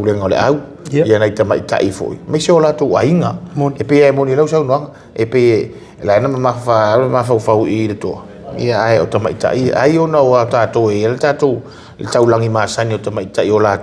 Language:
Samoan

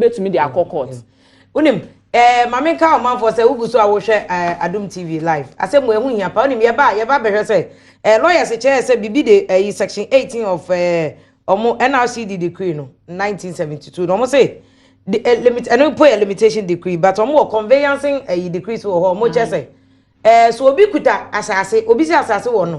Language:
Akan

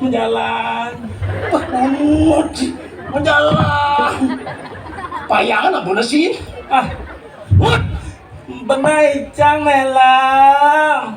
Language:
Balinese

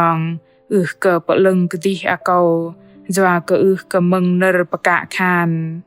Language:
Bahnar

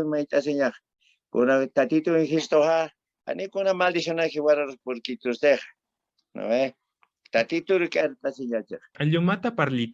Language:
Aymara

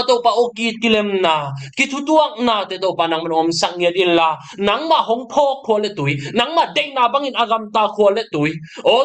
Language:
Tedim Chin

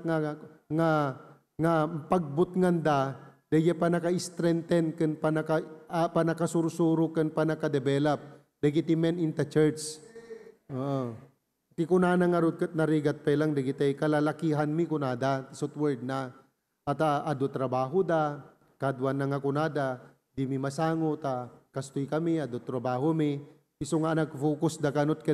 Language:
Iloko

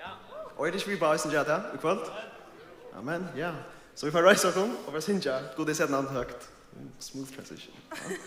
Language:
Faroese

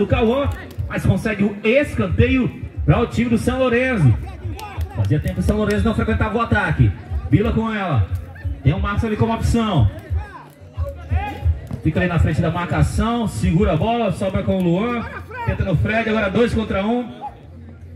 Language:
Portuguese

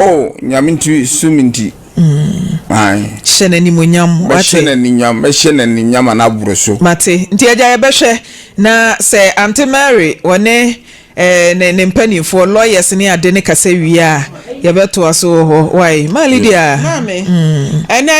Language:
Akan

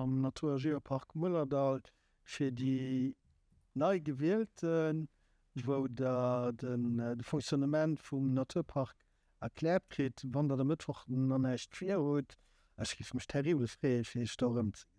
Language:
Luxembourgish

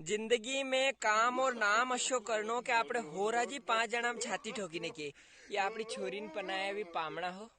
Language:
Rajasthani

